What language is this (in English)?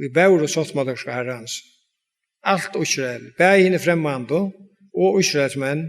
Faroese